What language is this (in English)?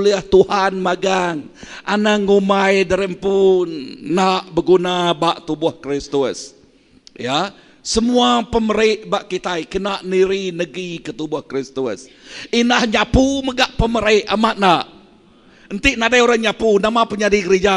Iban